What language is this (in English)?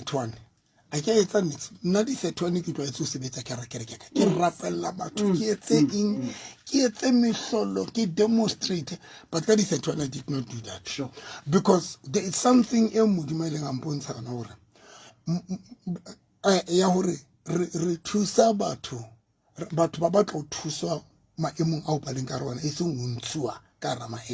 Southern Sotho